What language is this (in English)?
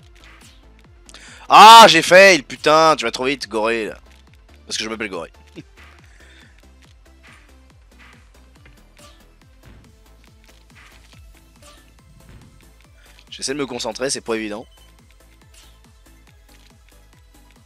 French